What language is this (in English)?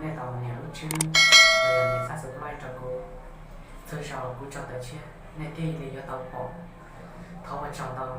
Hmong